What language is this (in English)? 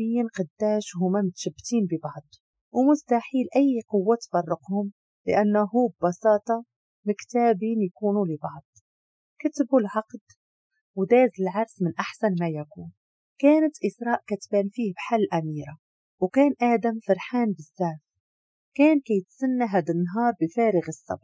Moroccan Arabic